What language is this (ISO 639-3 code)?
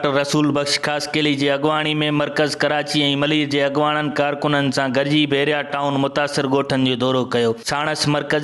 snd